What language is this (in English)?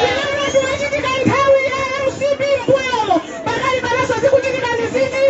Nyanja